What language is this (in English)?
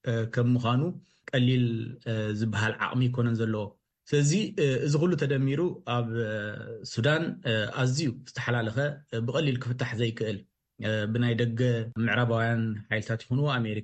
Tigrinya